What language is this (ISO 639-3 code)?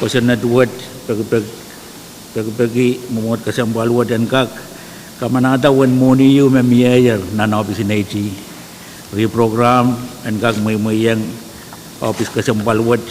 pon